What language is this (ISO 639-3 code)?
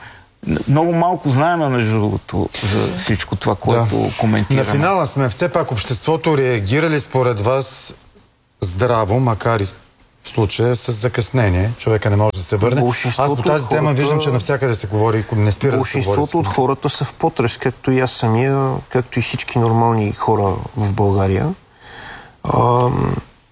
bul